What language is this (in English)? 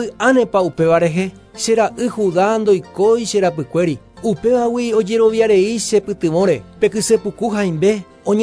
Guarani